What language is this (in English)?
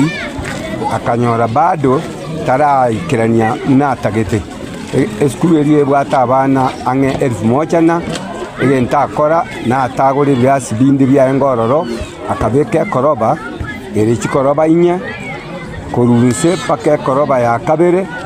Gusii